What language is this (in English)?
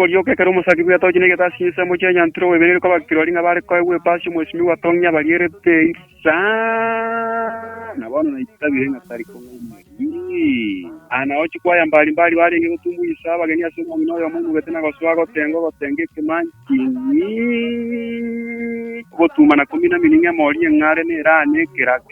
Gusii